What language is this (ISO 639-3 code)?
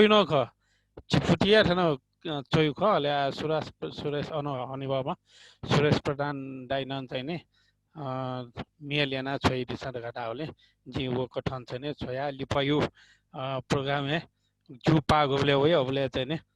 new